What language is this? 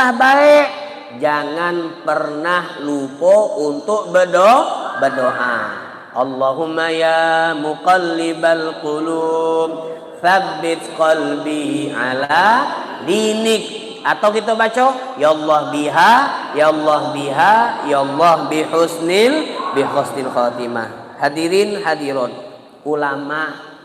Musi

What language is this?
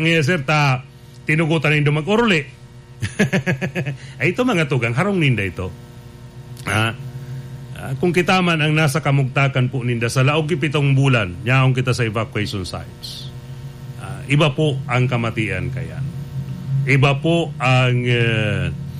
Bikol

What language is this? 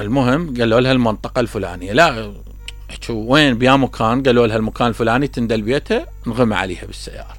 Mesopotamian Arabic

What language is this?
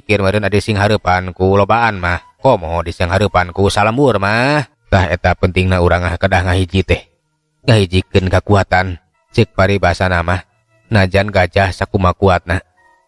Sundanese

